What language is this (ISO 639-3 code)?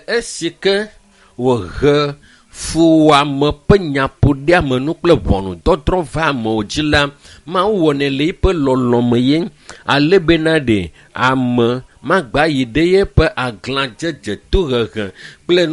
ewe